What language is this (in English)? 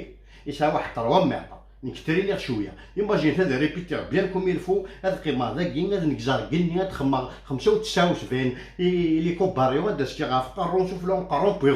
Kabyle